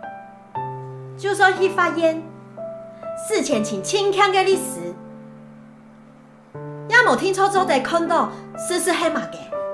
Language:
Hakka Chinese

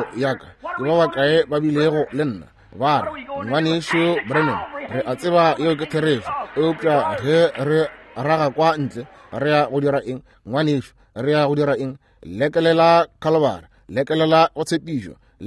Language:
Northern Sotho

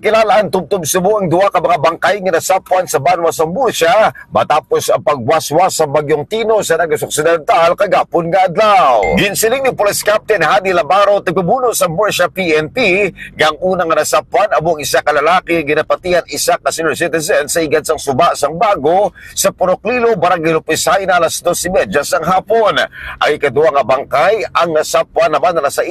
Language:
Hiligaynon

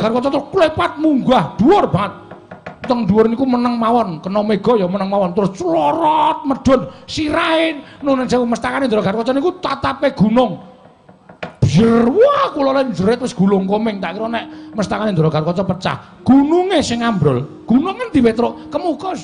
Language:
Javanese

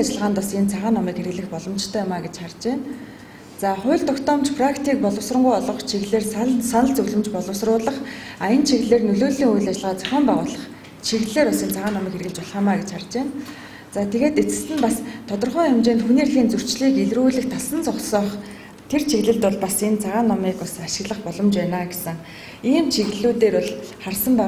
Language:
Mongolian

